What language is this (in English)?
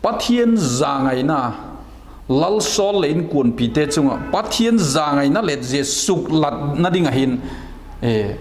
Vaiphei